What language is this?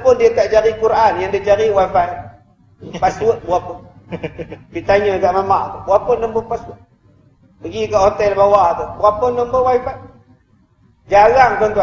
Malay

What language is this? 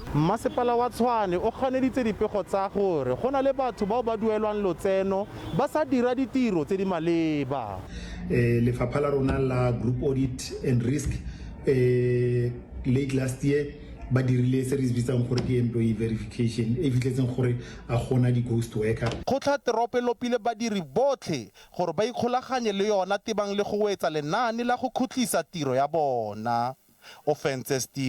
Tswana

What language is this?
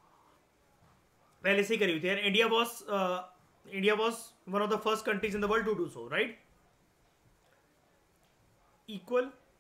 Hindi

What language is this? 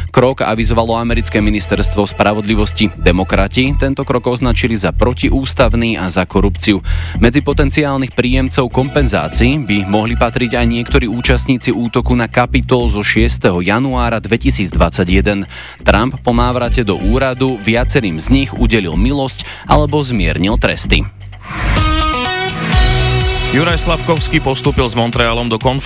Slovak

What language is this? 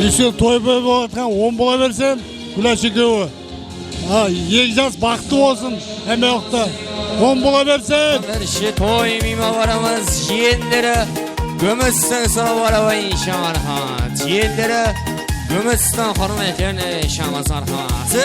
Kara-Kalpak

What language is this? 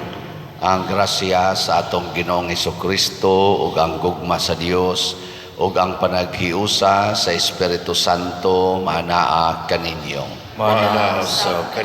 Cebuano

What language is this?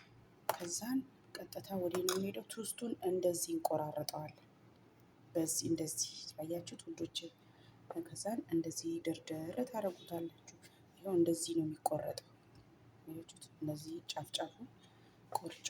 Amharic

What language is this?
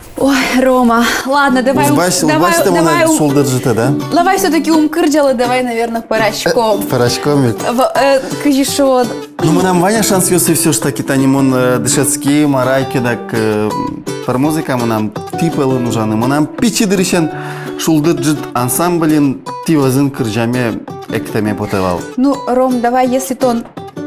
Udmurt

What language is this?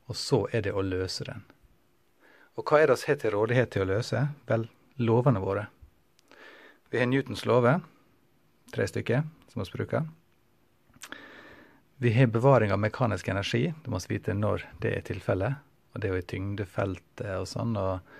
Norwegian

